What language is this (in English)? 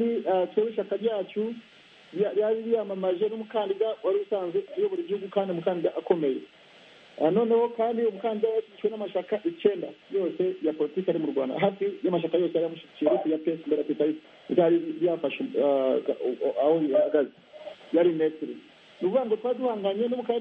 Kinyarwanda